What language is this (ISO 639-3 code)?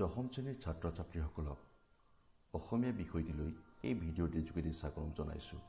asm